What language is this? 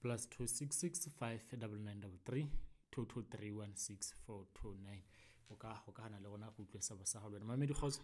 Southern Sotho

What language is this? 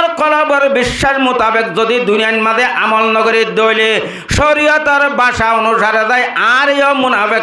Rohingya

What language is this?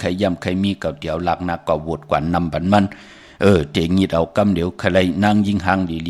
Shan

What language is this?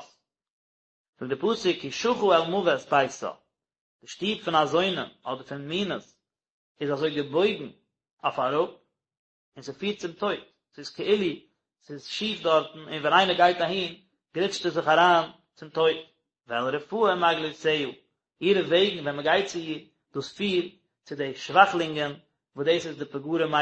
Yiddish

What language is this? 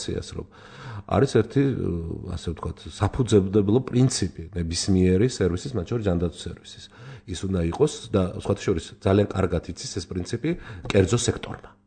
Georgian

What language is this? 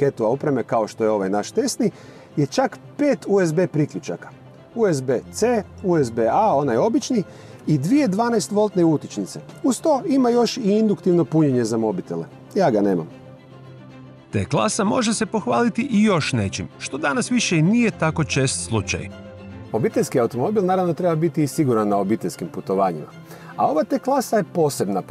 Croatian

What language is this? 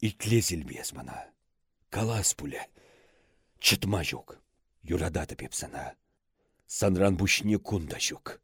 Chuvash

